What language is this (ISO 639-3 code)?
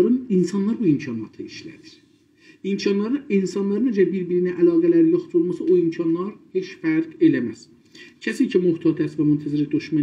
azb